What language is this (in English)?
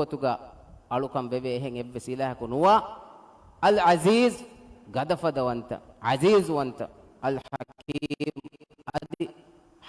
Divehi